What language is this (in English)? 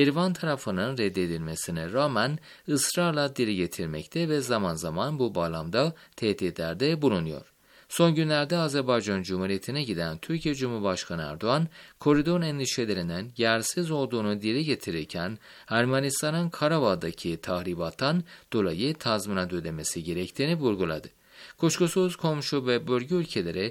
Turkish